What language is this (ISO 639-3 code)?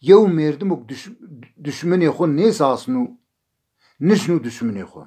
zza